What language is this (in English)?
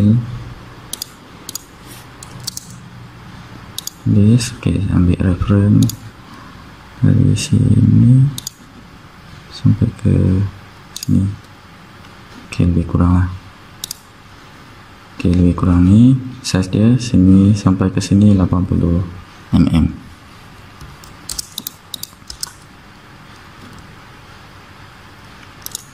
Malay